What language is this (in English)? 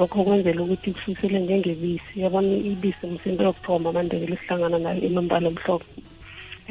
South Ndebele